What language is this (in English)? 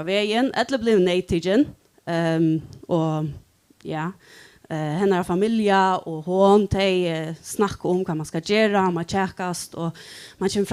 Faroese